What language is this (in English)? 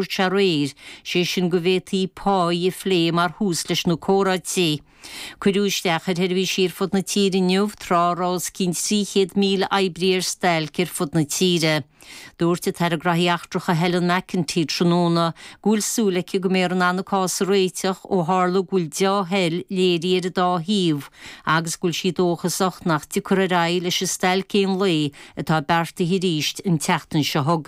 Irish